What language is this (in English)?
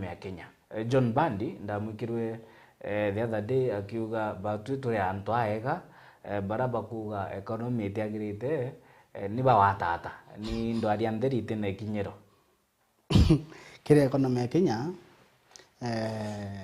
Meru